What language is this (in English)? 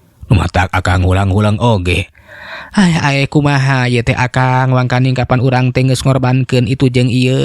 Sundanese